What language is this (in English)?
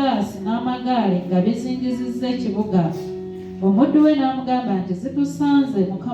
Ganda